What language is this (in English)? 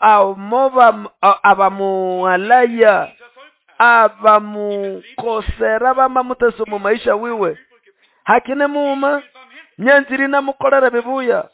Nande